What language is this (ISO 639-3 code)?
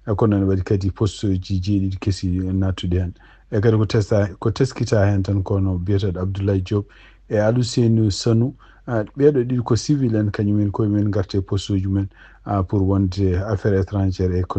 ful